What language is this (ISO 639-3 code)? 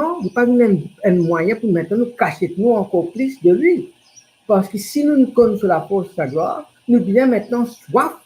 mfe